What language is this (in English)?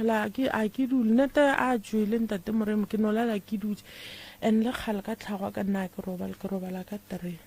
Northern Sotho